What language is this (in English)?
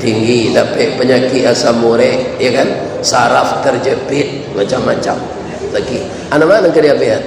Minangkabau